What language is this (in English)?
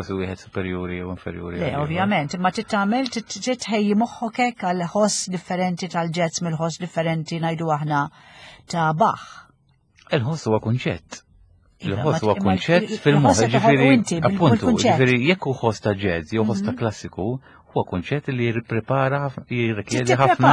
Maltese